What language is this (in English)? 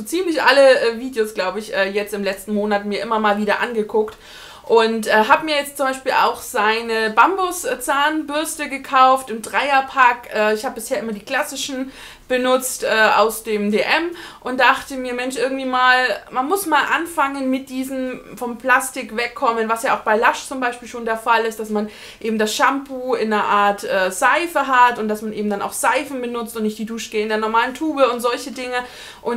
German